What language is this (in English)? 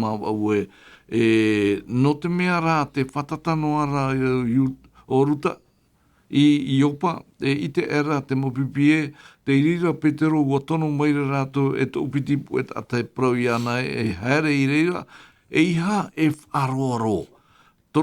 Tahitian